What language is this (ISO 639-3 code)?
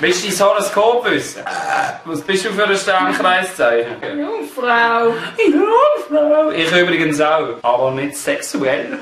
gsw